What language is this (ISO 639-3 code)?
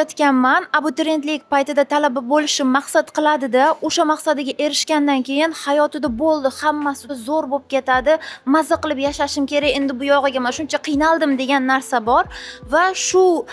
uzb